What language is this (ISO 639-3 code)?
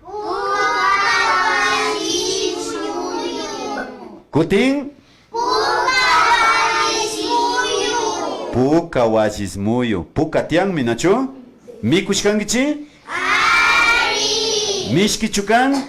qvi